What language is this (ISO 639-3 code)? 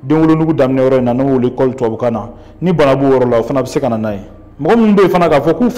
bam